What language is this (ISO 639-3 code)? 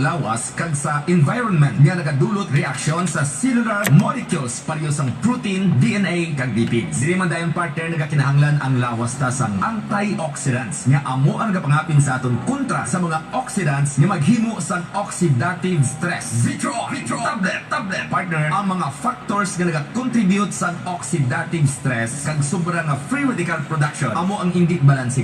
hil